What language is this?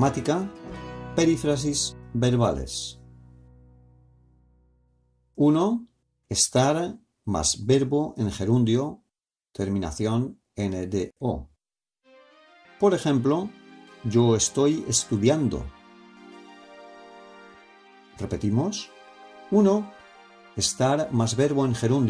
Spanish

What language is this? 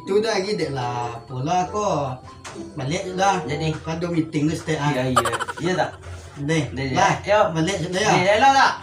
Minangkabau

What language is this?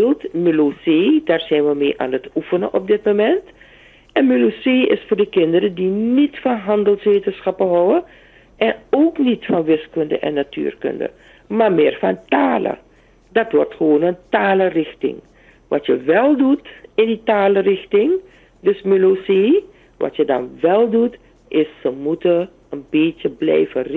Dutch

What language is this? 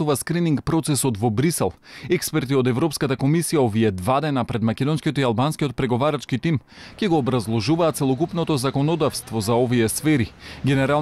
Macedonian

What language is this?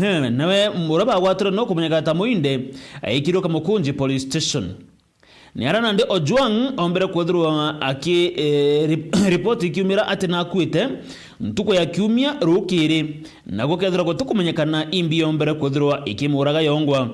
Meru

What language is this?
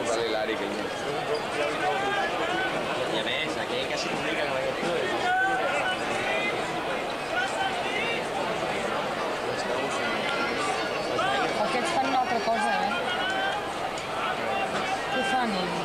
Catalan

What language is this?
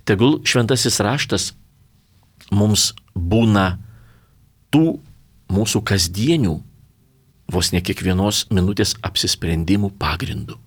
Lithuanian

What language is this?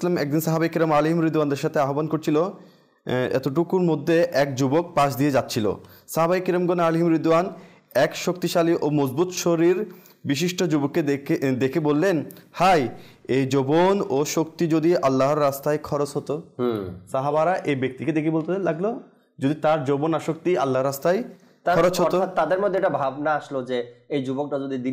Bangla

